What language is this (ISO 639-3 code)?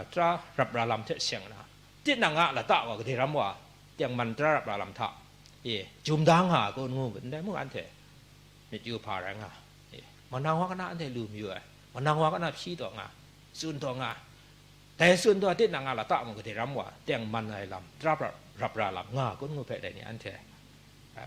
kac